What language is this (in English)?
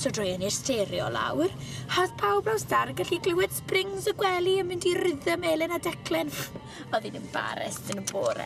Welsh